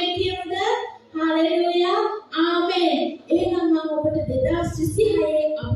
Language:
Sinhala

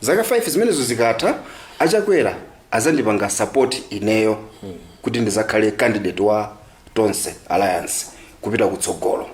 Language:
Nyanja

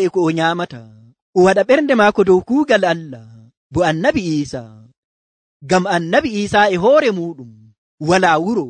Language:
Nigerian Fulfulde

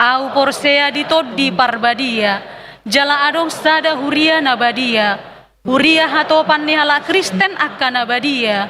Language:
Batak Toba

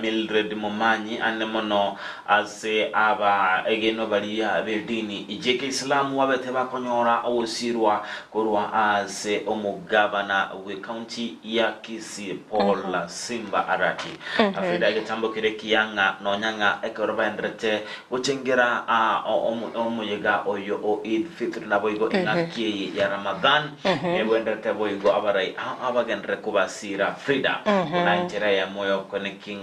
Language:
Gusii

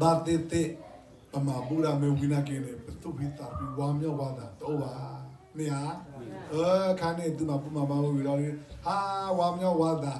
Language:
S'gaw Karen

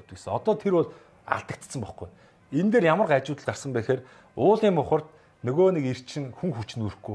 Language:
Mongolian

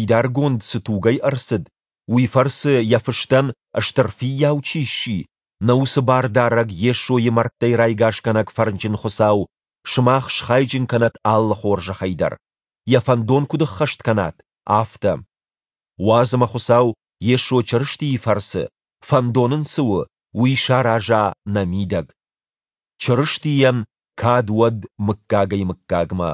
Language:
Ossetic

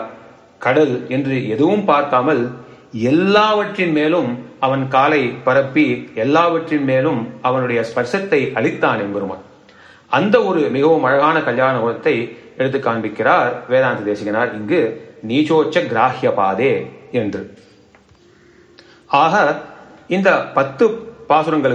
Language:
Tamil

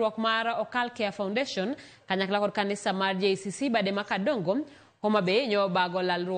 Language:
Luo (Kenya and Tanzania)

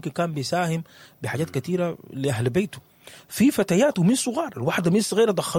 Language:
Sudanese Arabic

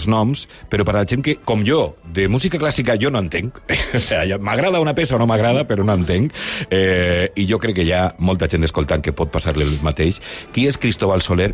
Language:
Catalan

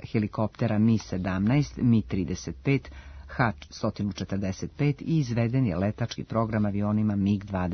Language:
Serbian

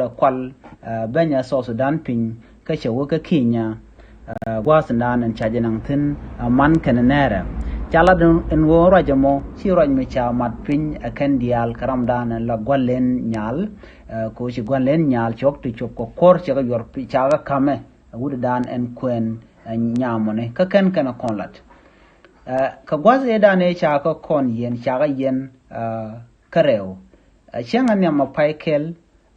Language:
Nuer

